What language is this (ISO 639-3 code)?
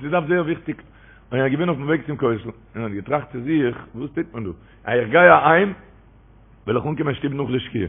yid